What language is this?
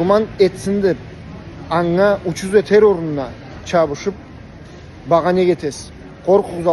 Karachay-Balkar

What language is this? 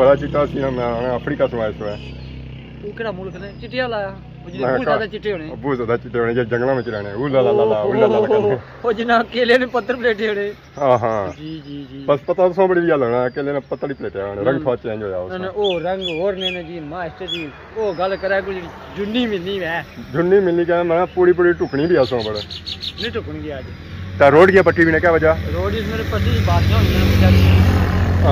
Pahari-Potwari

